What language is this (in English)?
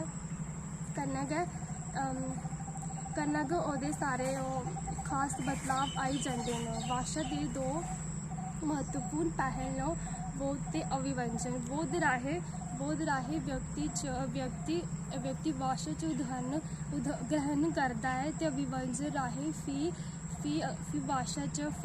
Dogri